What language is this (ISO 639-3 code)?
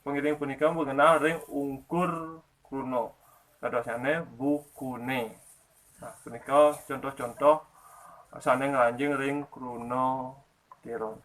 ban